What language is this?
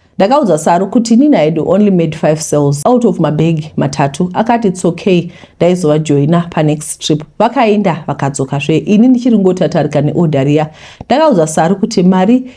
Shona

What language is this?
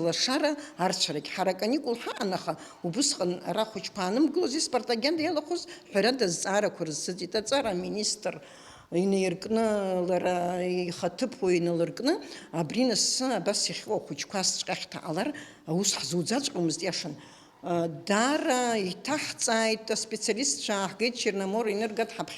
Abkhazian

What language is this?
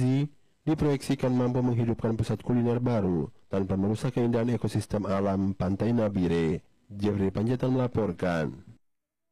Indonesian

